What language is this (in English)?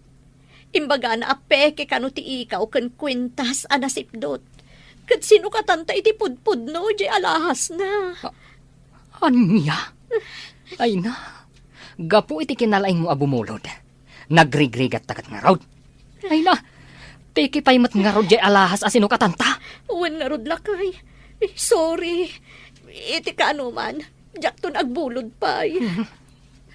Iloko